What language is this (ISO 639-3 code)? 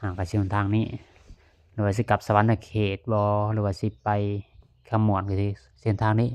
lao